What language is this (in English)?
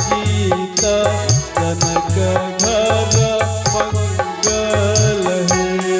Maithili